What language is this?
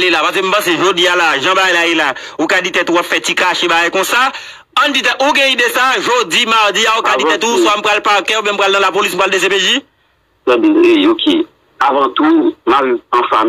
Haitian Creole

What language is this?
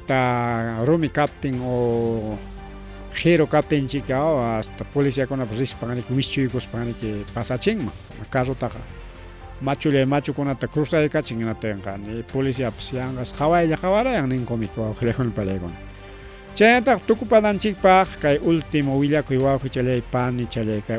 Ayacucho Quechua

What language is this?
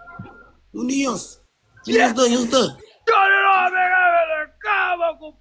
Kabuverdianu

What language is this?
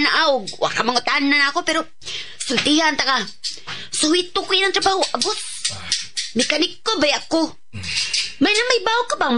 Cebuano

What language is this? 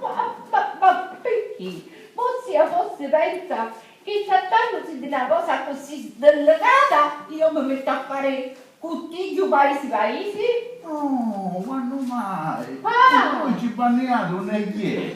Sicilian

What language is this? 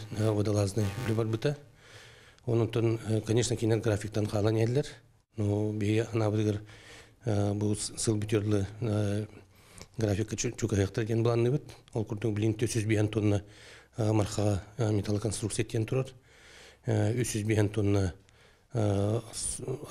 Yakut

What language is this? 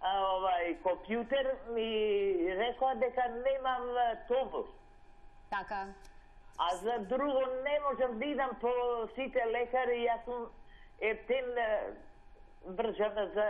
Macedonian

